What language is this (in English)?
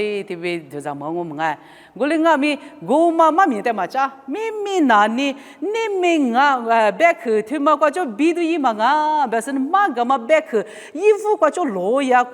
Lisu